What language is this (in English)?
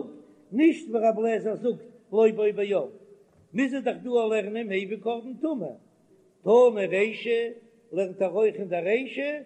Yiddish